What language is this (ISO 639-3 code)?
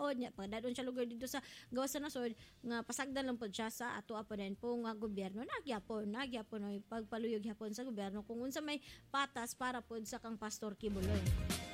ceb